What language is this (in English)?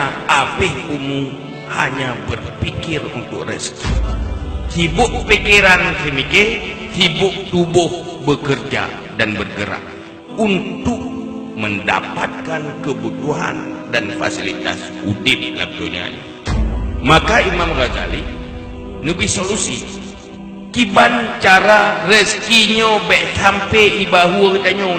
Achinese